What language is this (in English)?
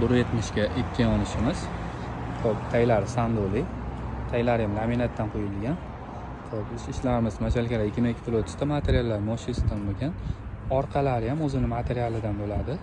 Uzbek